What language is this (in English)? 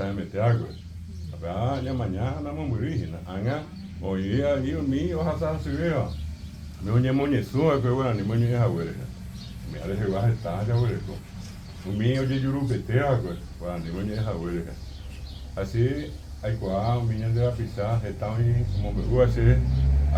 Guarani